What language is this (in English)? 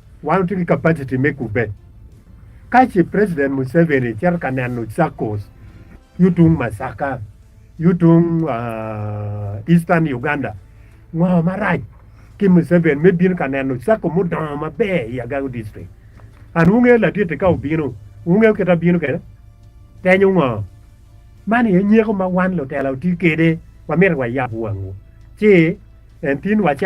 Acoli